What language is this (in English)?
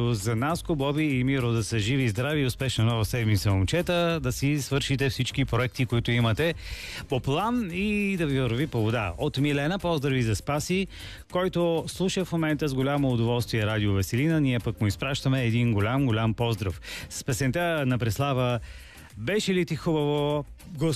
Bulgarian